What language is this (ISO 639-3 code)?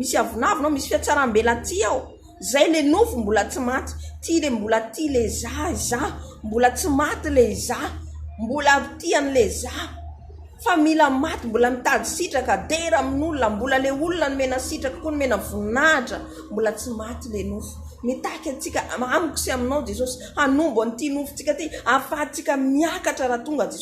mlg